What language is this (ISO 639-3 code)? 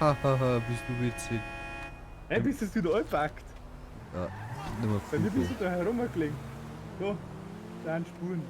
bar